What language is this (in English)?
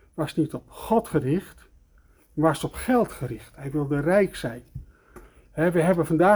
Dutch